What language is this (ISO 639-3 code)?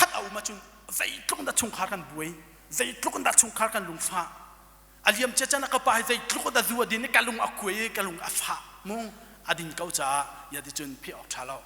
cnh